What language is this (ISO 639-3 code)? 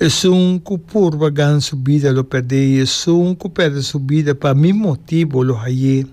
pap